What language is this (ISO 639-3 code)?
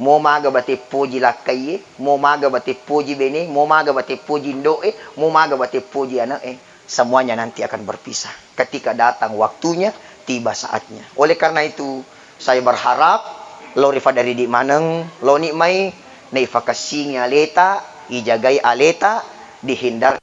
bug